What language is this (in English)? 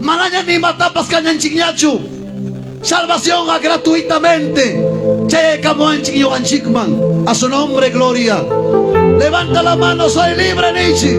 Ayacucho Quechua